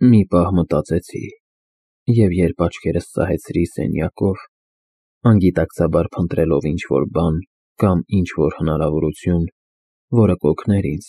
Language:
Armenian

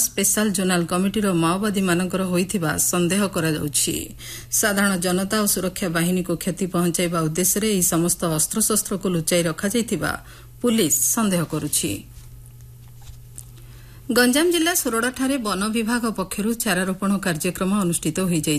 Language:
Odia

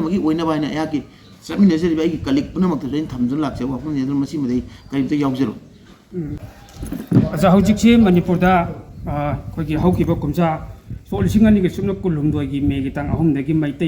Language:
Manipuri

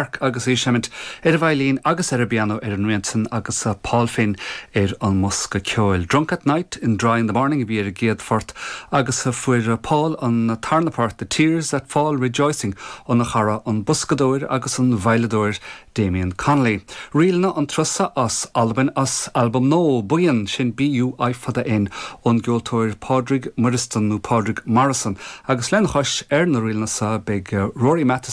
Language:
Irish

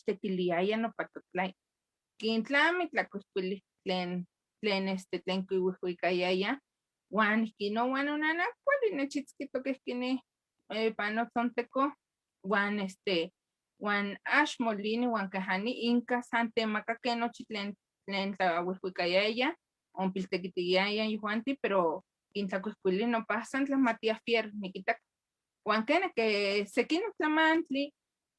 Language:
Eastern Huasteca Nahuatl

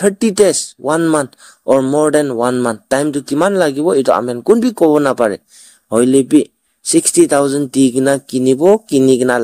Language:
Naga Pidgin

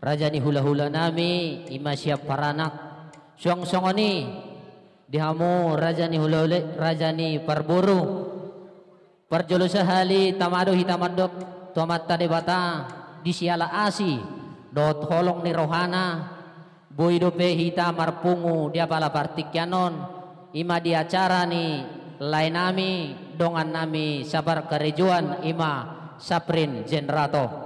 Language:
Batak Toba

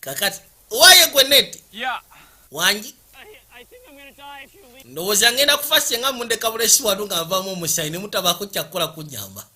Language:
Ganda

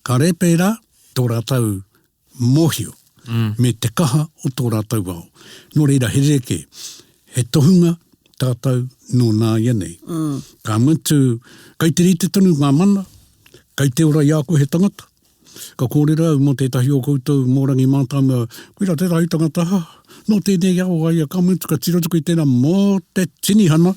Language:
Māori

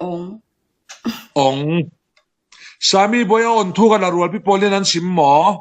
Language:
Falam Chin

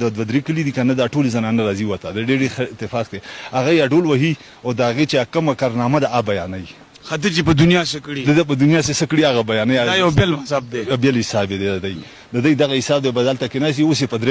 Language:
Pashto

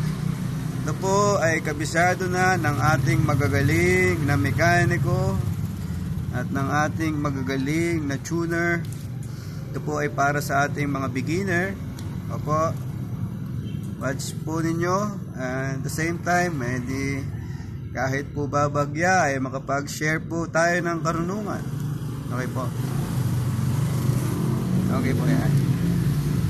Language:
Filipino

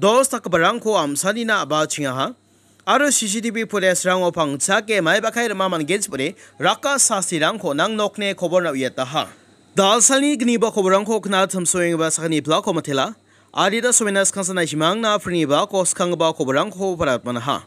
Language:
Garo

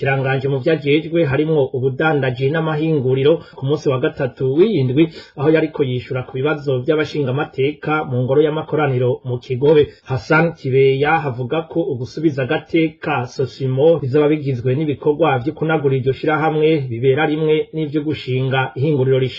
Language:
Rundi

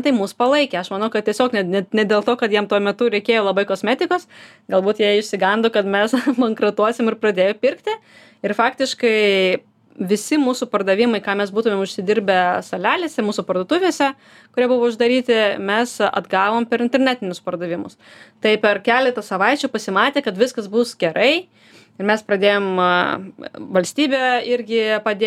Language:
Lithuanian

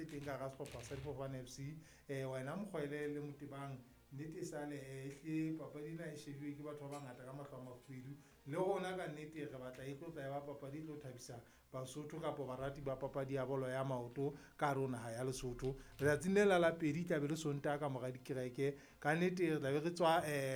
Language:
Southern Sotho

